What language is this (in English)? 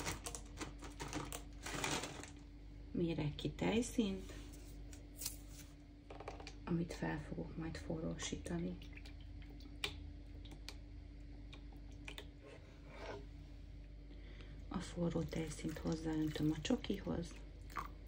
Hungarian